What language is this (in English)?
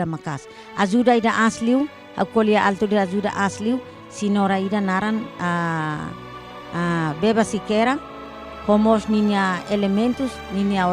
Tetum